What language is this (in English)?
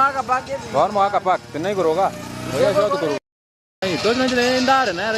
Gusii